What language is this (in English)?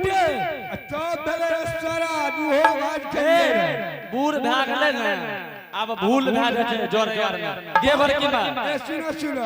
Angika